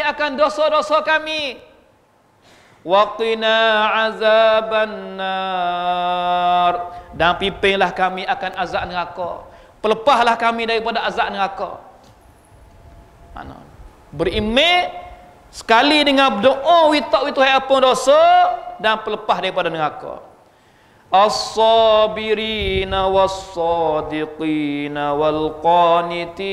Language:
Malay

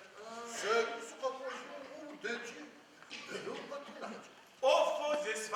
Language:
Adyghe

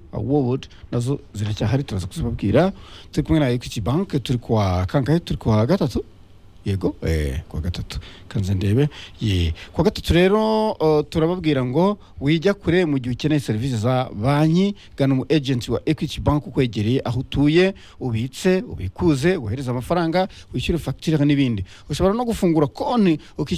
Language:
Kinyarwanda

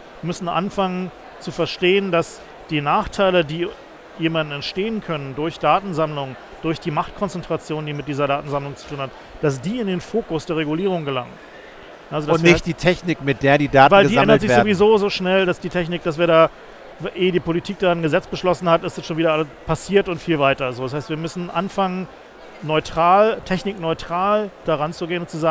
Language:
German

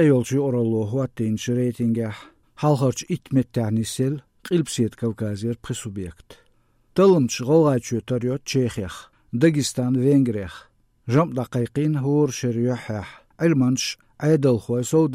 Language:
Chechen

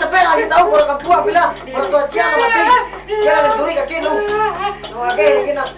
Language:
Minangkabau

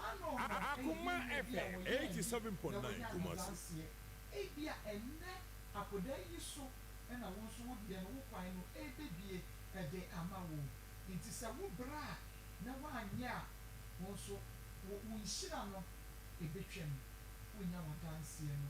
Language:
Akan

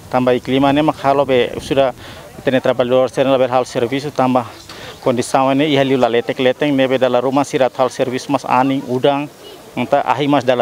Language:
Tetum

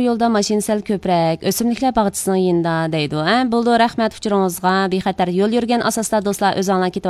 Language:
Uyghur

